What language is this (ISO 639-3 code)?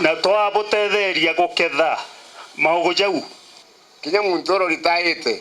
mer